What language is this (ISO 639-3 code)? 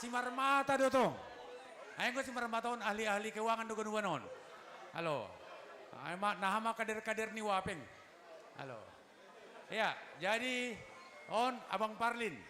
bts